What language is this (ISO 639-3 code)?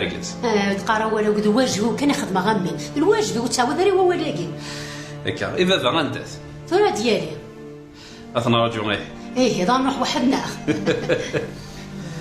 kab